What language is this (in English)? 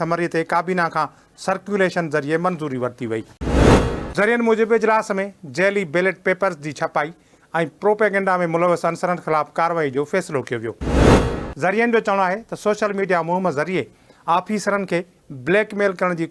Sindhi